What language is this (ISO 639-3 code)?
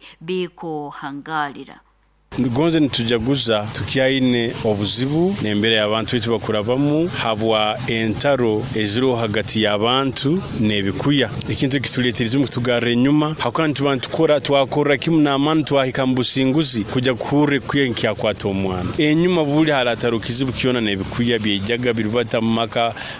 nyo